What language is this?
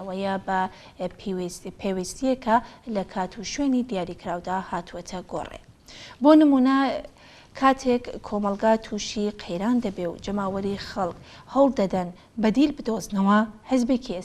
Central Kurdish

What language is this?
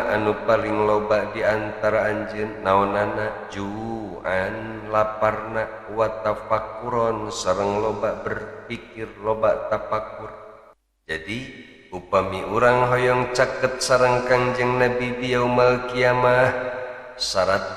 Sundanese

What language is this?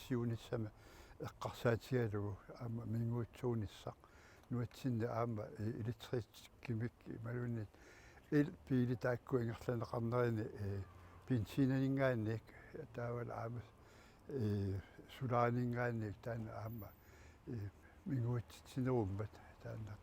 Kalaallisut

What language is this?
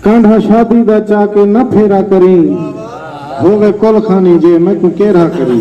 Saraiki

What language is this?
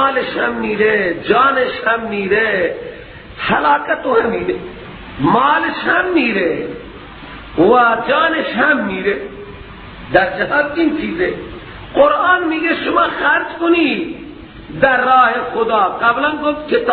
Persian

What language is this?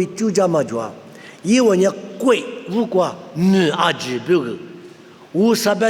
Lisu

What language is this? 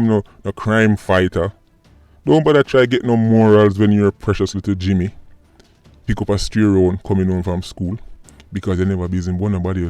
Jamaican Creole English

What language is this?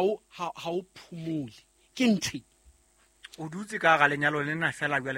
Southern Sotho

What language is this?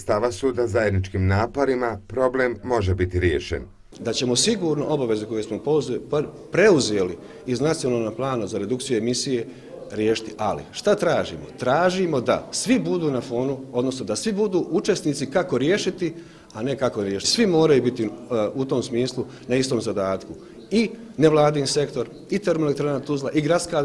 Bosnian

